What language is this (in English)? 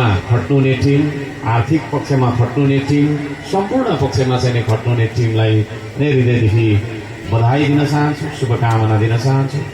Nepali